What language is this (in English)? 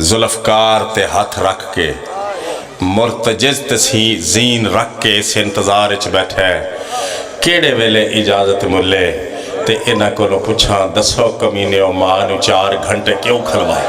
Pahari-Potwari